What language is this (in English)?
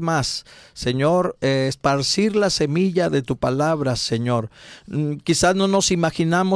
Spanish